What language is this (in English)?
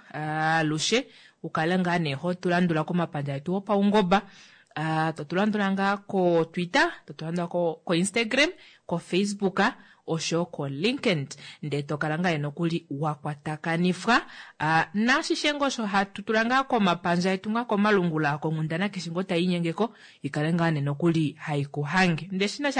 Kuanyama